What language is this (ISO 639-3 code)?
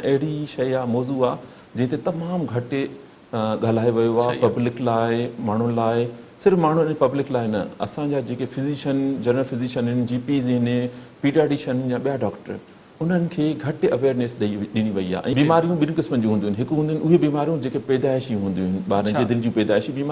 snd